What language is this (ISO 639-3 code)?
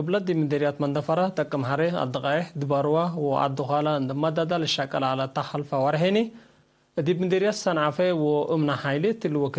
tig